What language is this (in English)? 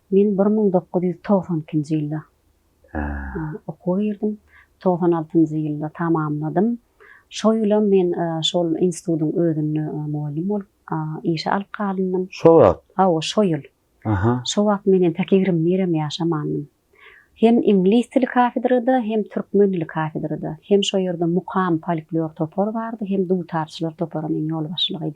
Turkmen